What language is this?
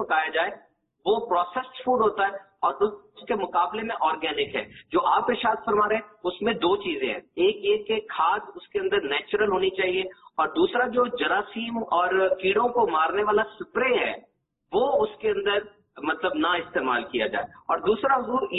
Urdu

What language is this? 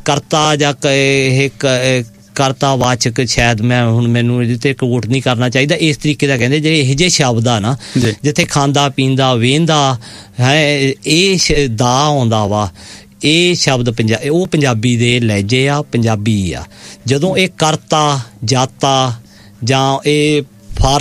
Punjabi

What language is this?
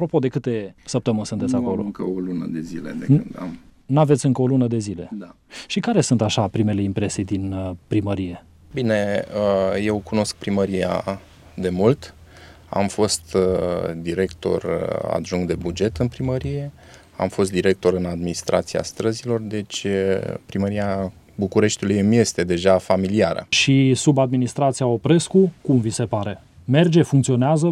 Romanian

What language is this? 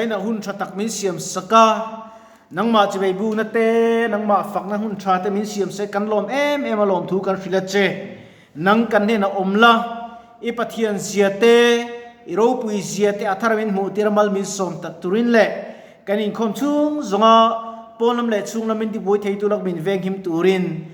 Mizo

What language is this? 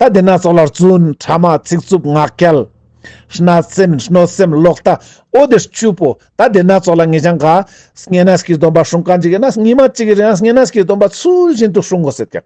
Ladakhi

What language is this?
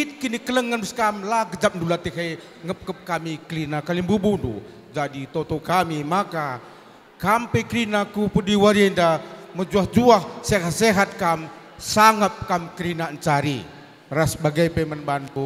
Batak Karo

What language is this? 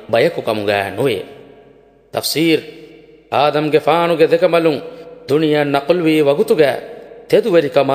Divehi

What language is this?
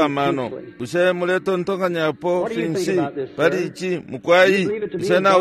Bemba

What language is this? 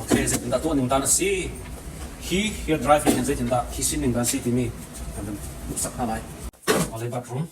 Hakha Chin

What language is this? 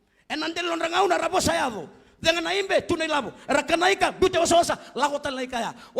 Fijian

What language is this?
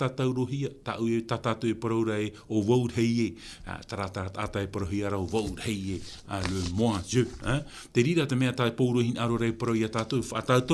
Tahitian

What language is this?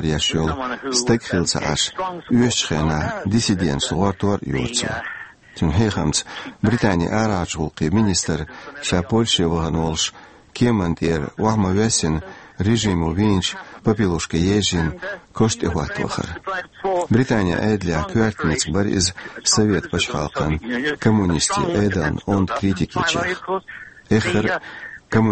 Chechen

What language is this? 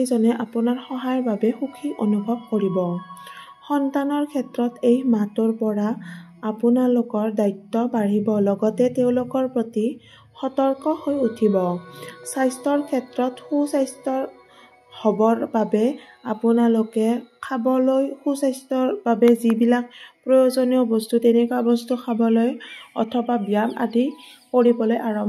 Assamese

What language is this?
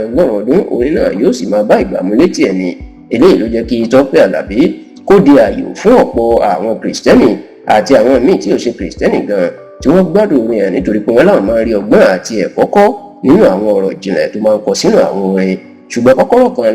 Yoruba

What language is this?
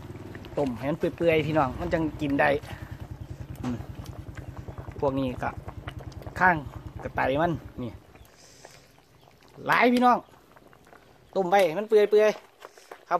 Northeastern Thai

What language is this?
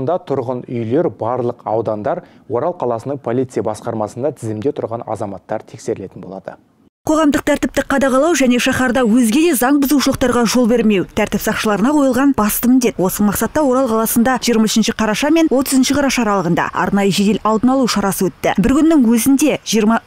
Kazakh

